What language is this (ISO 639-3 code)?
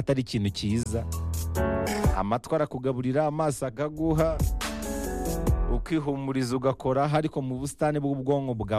kin